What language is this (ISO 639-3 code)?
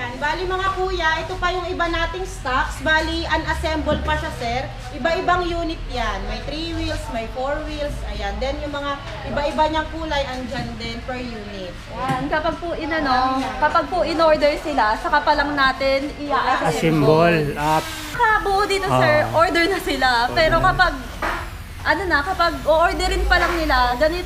fil